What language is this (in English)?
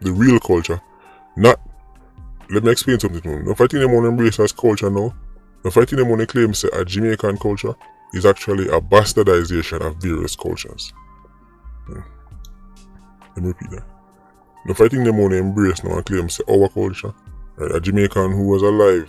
Jamaican Creole English